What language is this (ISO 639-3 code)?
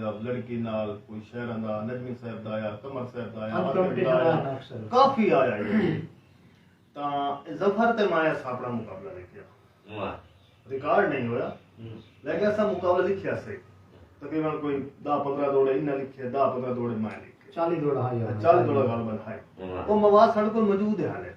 skr